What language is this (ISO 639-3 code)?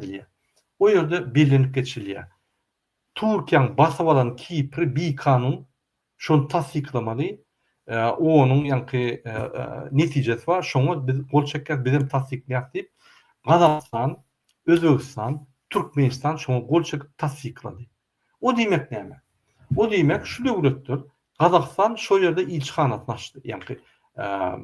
tuk